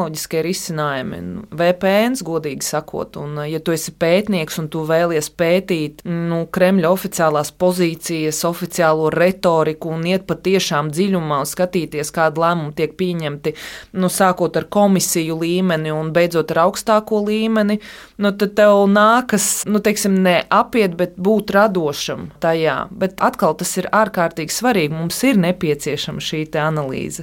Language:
Latvian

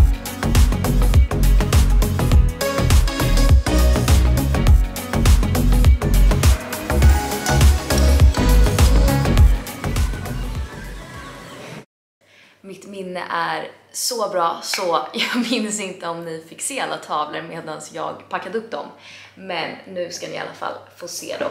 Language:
Swedish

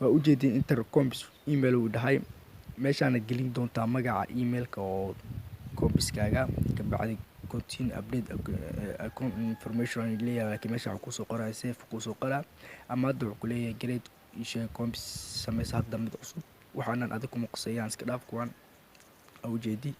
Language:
Somali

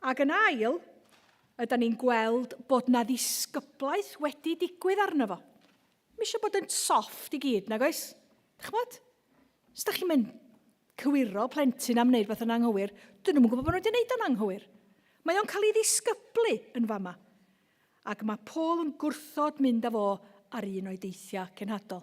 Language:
Welsh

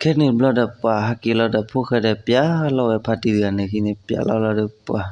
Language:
S'gaw Karen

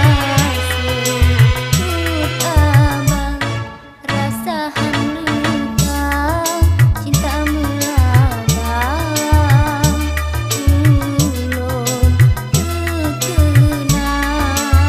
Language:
Achinese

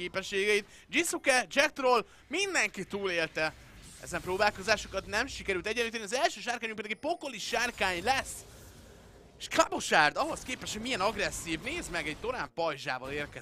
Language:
Hungarian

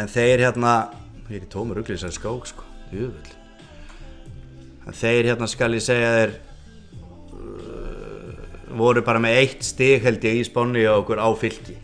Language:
Icelandic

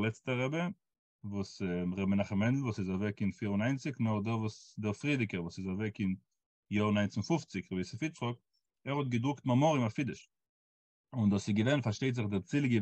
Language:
Yiddish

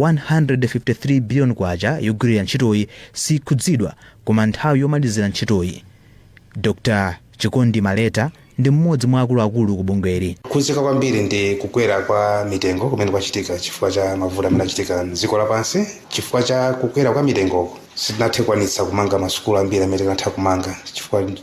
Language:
Nyanja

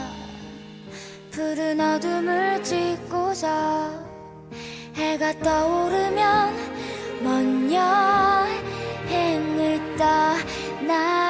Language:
Korean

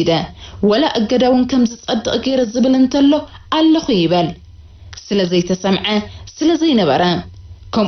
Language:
Tigrinya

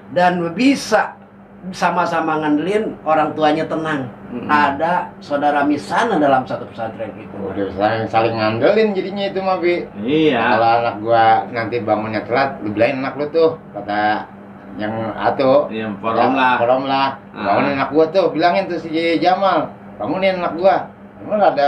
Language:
Betawi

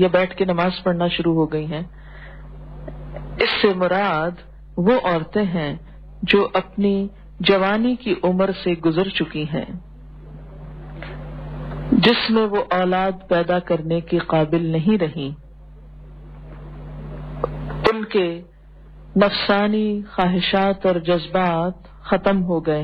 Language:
Urdu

